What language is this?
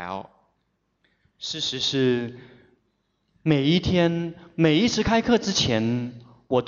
Chinese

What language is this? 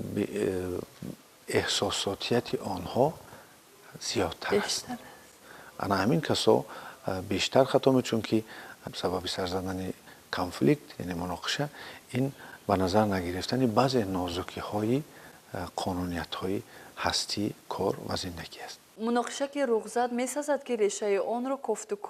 Tajik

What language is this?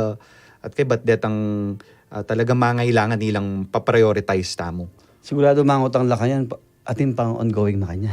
Pampanga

